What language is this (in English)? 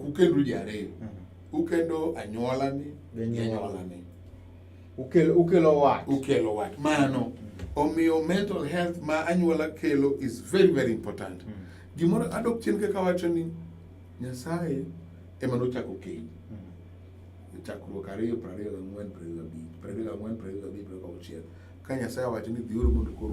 Luo (Kenya and Tanzania)